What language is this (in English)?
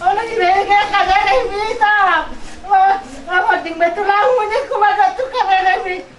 Batak Toba